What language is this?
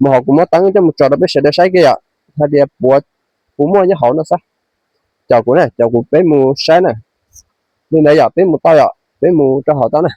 Hmong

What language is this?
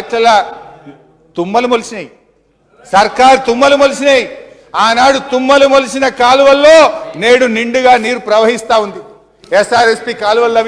Telugu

